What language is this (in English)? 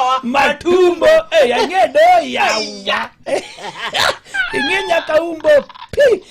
Luo (Kenya and Tanzania)